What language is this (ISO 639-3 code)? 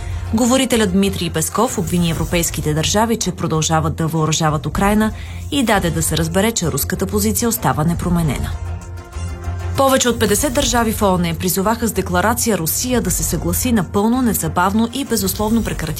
bul